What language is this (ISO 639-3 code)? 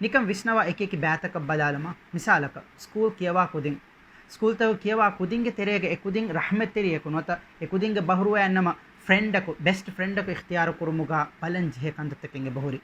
div